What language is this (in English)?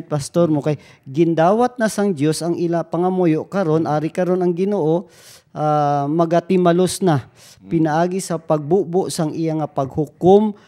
Hiligaynon